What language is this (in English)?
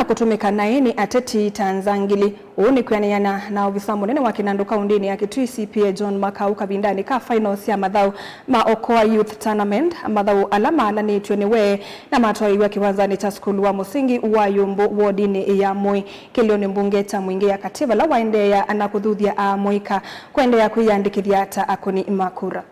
Kamba